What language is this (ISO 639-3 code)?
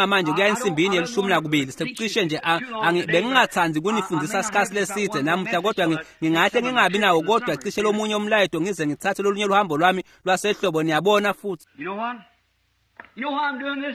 ssw